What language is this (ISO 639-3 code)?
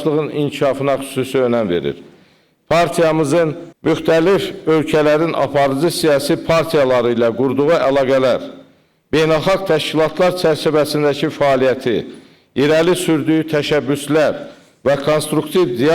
aze